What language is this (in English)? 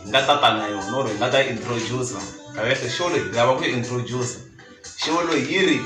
Tsonga